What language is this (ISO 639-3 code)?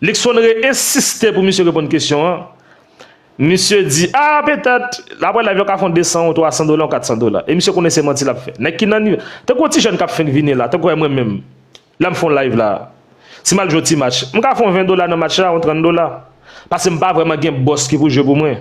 hat